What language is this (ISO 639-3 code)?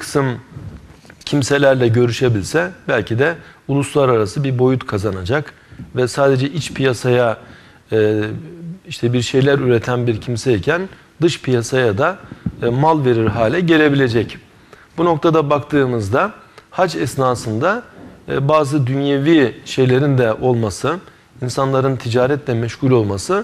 tur